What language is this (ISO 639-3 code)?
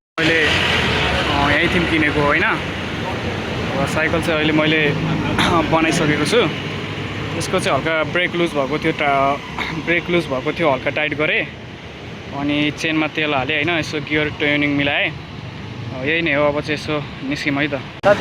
nep